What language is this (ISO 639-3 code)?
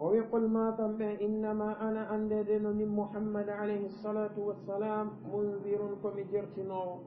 ful